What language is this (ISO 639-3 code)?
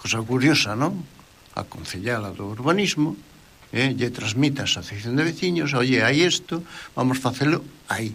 glg